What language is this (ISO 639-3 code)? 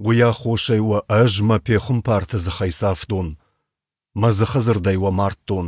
oss